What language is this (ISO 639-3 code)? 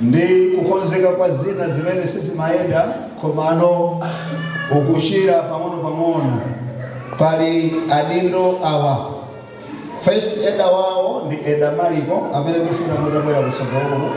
nya